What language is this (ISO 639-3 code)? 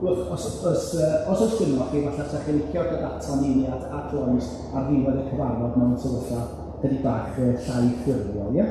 cym